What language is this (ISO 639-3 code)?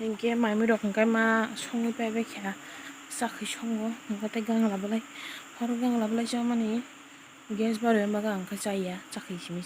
trp